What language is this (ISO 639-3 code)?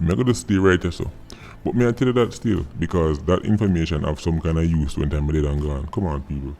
jam